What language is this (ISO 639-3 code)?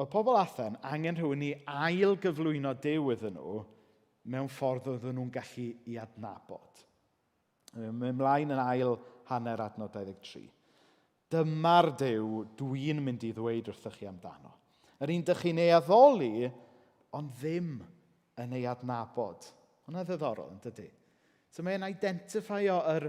cym